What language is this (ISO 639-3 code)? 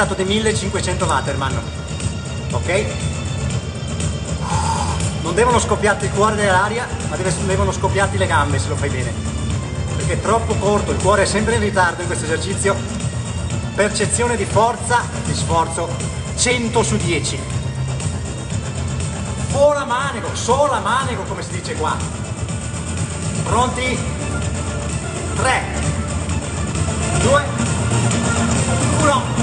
ita